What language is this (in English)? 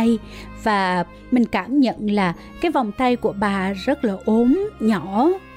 Vietnamese